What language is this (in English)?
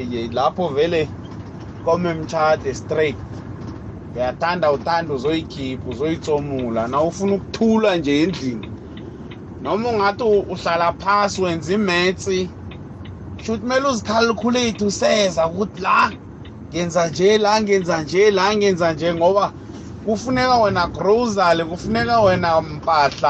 South Ndebele